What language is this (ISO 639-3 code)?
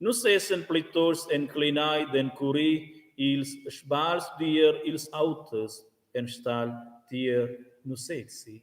roh